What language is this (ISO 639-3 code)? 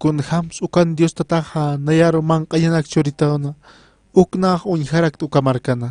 aym